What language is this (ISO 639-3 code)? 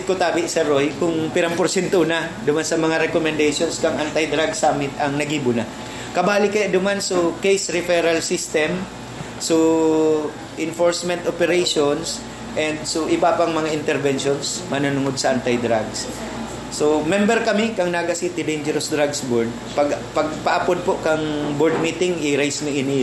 bik